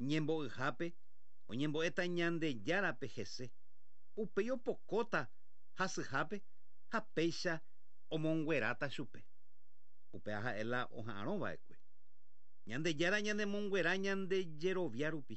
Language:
Guarani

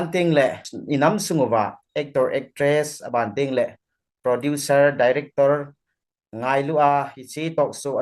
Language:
Thado Chin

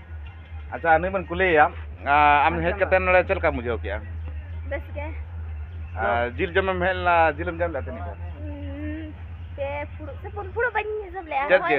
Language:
Santali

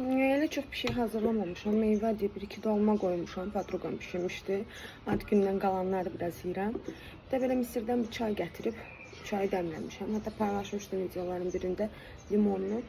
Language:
Azerbaijani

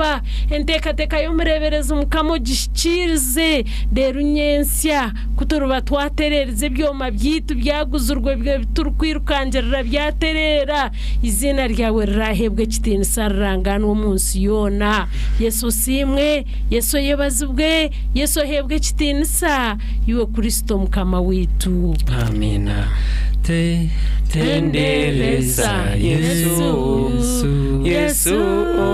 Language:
Nyankole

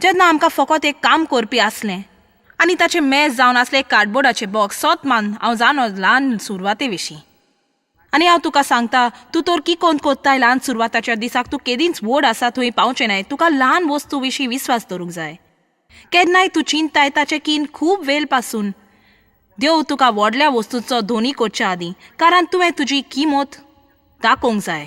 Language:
Konkani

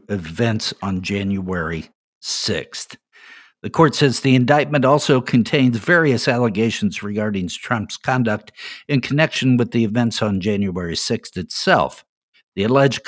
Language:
English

